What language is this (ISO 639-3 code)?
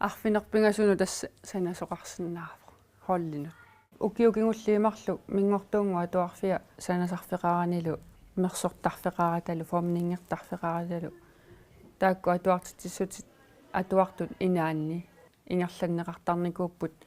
kal